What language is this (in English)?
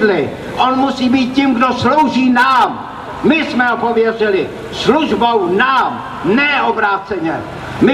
Czech